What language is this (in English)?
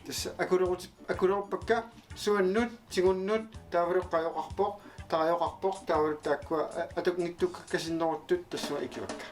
Kalaallisut